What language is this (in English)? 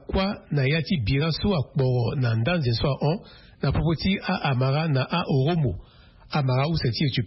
Sango